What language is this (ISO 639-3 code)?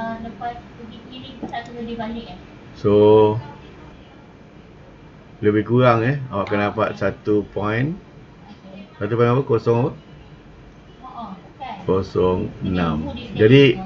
msa